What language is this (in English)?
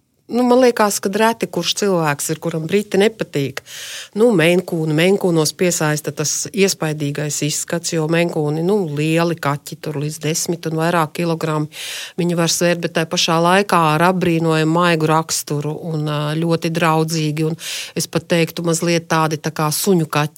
Latvian